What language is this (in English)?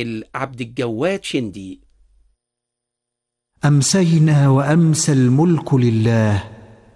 Arabic